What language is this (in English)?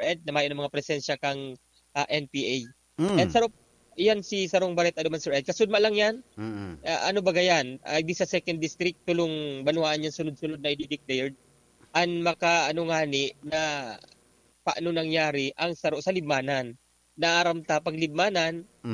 Bikol